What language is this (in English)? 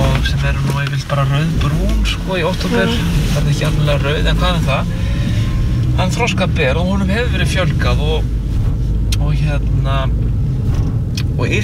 Icelandic